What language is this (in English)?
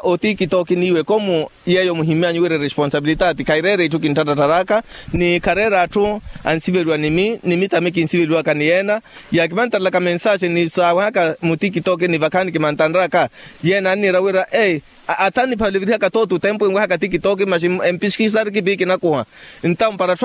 Makhuwa